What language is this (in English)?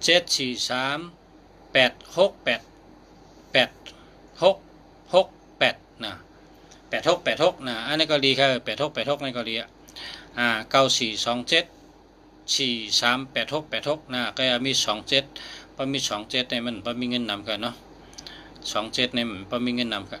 Shan